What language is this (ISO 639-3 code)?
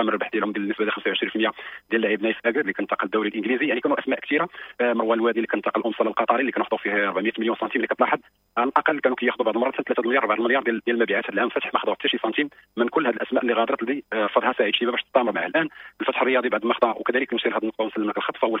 ary